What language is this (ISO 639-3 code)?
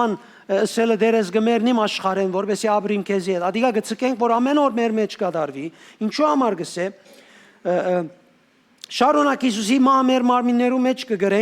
hyw